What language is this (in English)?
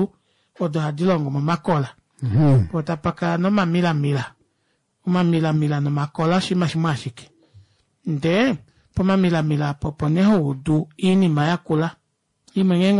Kuanyama